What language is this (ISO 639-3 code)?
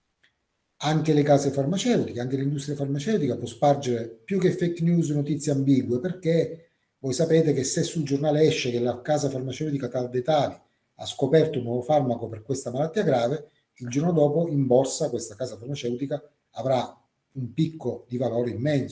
ita